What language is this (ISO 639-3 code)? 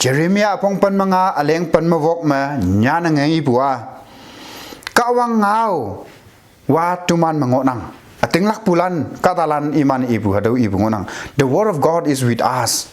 nbe